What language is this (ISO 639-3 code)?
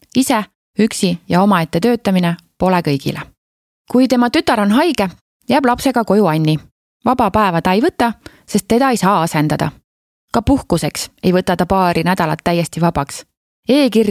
est